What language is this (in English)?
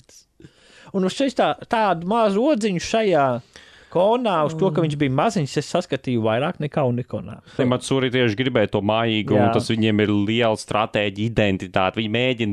Latvian